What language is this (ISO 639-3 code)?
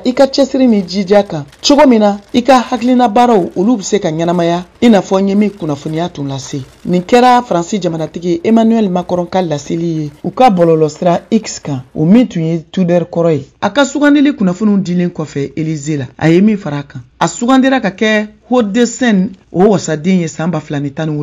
bam